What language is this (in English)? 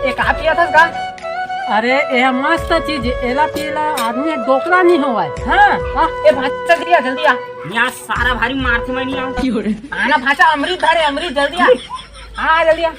Chhattisgarhi